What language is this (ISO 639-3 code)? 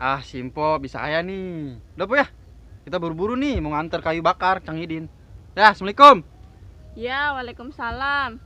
bew